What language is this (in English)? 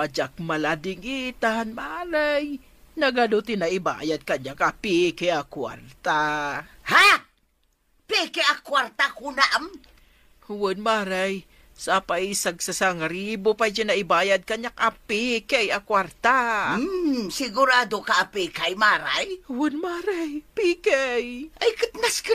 Iloko